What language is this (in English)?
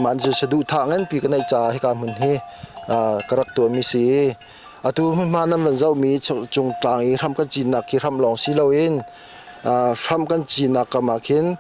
Hakha Chin